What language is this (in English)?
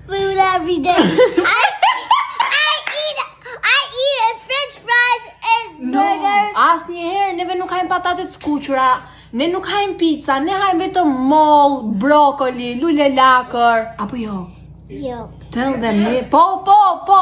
Albanian